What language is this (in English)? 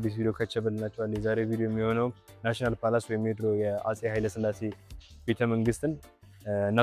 Amharic